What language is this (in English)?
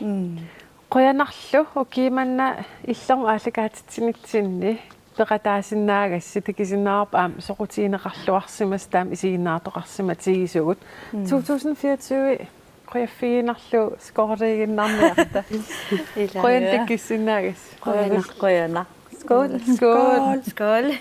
Kalaallisut